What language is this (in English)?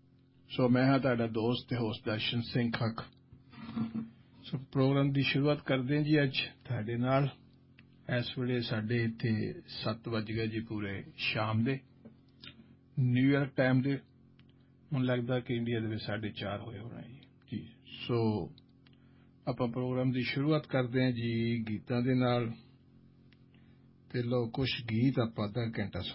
Punjabi